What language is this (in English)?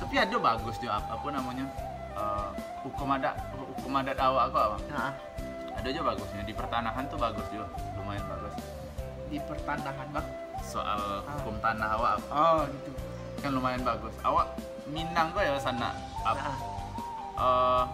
Minangkabau